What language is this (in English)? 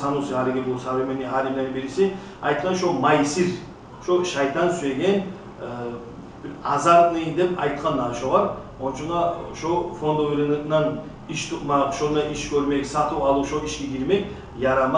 Kumyk